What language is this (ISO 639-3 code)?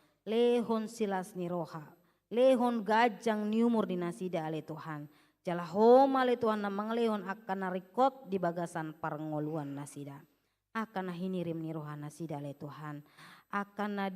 bbc